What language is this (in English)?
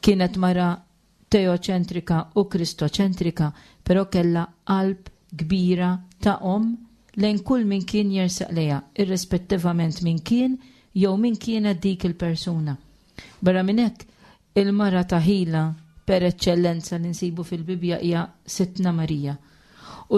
Maltese